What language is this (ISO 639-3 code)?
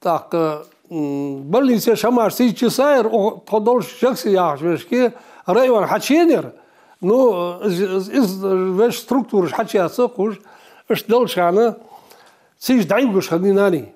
inh